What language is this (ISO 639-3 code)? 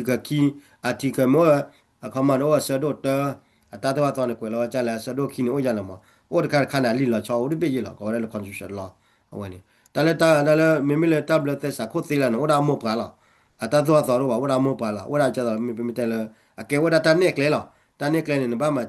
ksw